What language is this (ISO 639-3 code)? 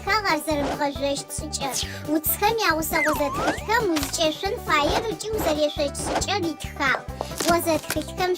ady